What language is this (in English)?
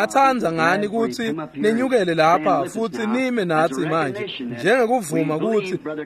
Swati